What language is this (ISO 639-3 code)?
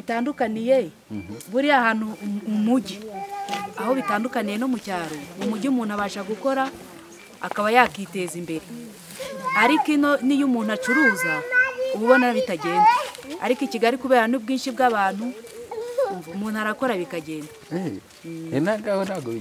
kin